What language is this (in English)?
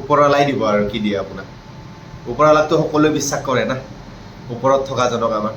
Assamese